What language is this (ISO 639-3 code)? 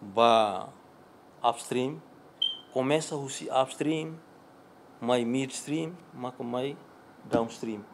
tet